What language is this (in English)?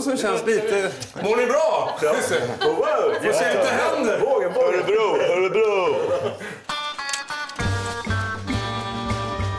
Swedish